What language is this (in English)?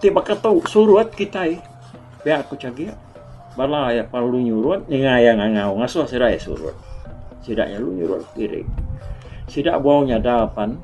Iban